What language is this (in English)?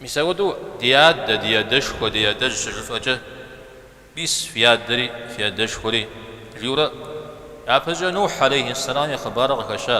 Kabardian